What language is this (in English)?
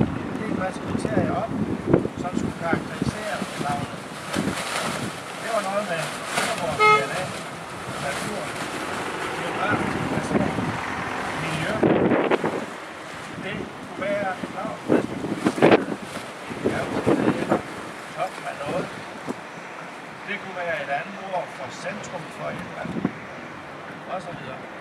Danish